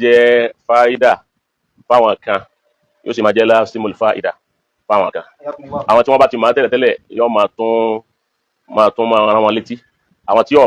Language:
Yoruba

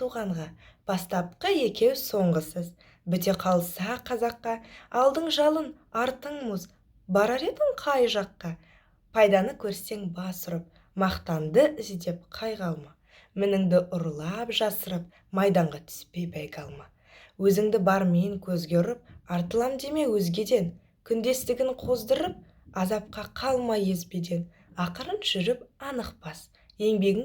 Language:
Kazakh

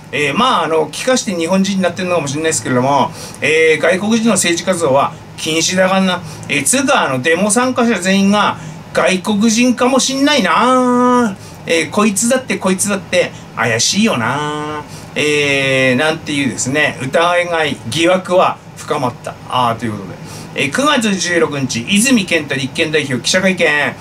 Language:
Japanese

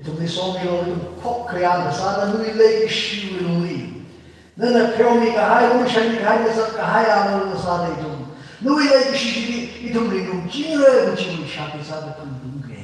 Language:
Tangkhul Naga (India)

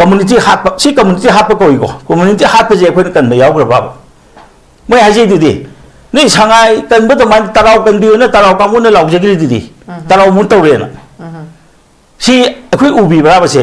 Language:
Manipuri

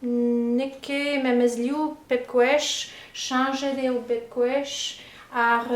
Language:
Breton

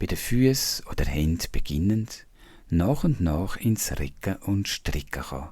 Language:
Swiss German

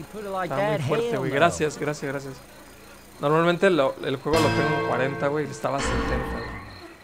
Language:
Spanish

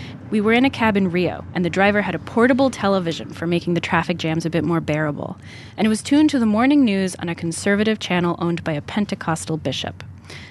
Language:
English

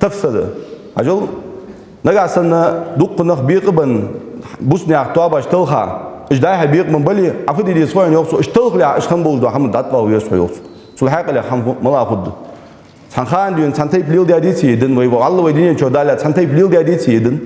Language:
Ingush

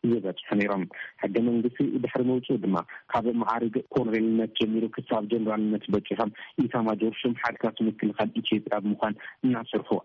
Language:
Tigrinya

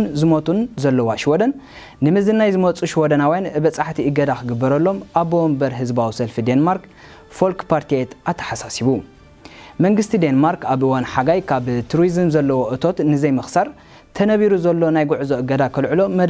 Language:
Tigrinya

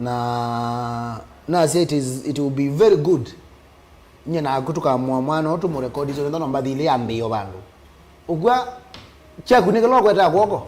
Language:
Kamba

